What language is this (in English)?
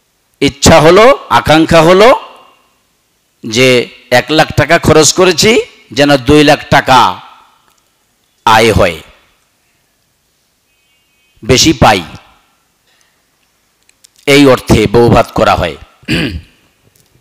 Bangla